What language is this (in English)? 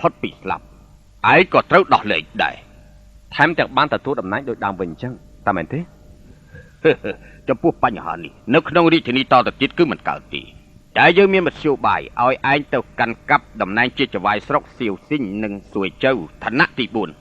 Khmer